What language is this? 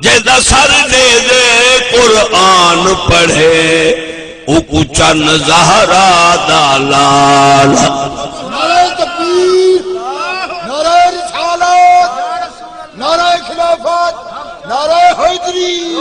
Saraiki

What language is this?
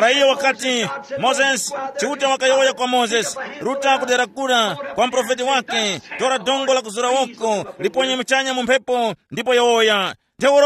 Tumbuka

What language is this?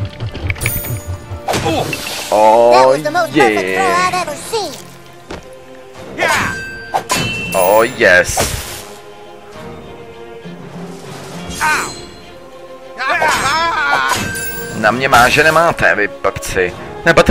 Czech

